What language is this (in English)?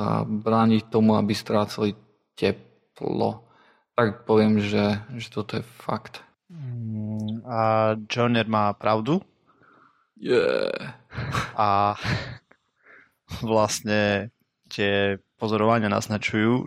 Slovak